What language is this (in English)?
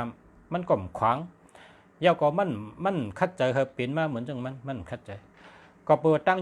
Shan